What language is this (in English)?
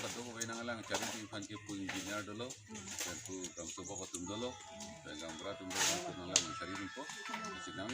Karbi